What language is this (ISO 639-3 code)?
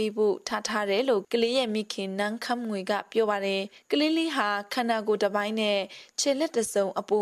mya